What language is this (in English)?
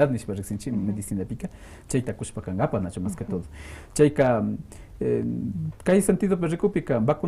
Quechua